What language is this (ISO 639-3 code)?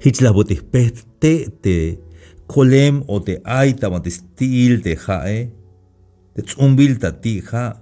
tzh